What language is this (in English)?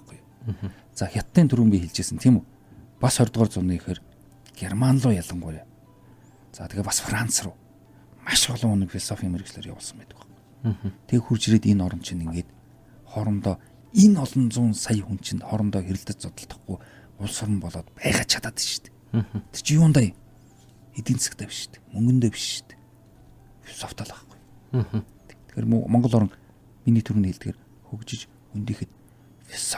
Mongolian